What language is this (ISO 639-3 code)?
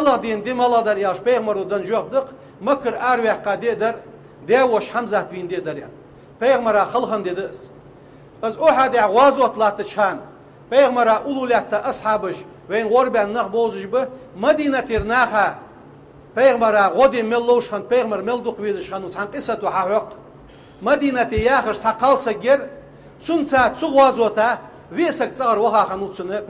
inh